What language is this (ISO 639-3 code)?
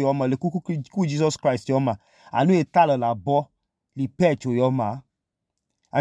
idu